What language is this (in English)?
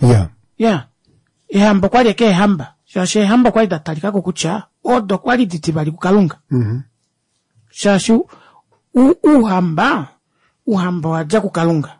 Kuanyama